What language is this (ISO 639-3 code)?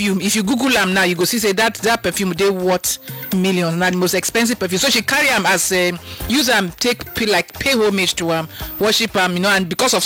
pcm